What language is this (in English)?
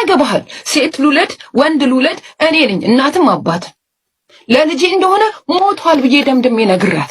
Amharic